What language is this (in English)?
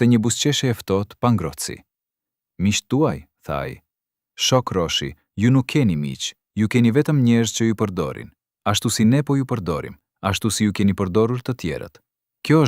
Albanian